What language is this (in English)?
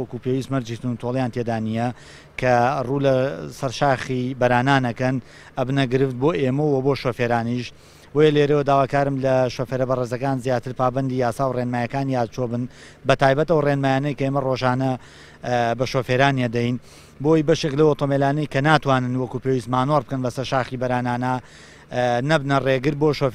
Central Kurdish